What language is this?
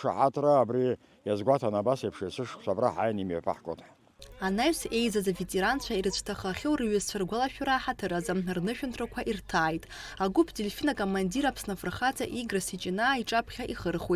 Abkhazian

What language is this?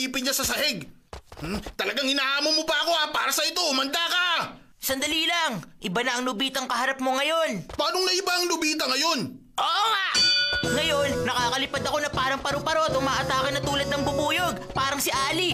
Filipino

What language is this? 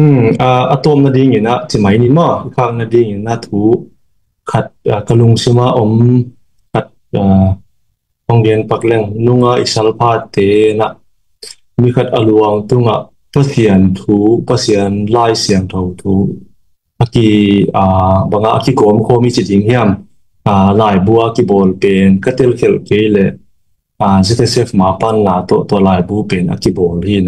Tedim Chin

